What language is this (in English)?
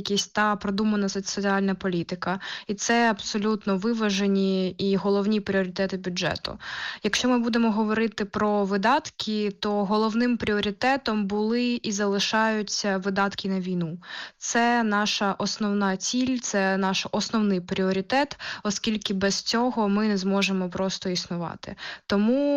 Ukrainian